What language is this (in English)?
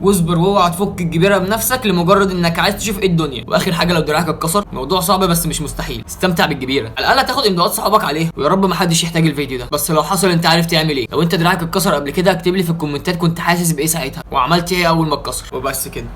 Egyptian Arabic